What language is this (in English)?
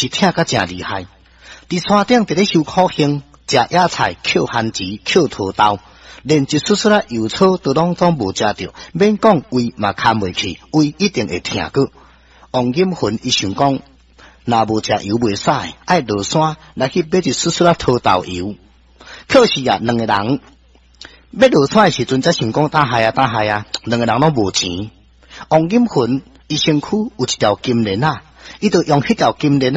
Min Nan Chinese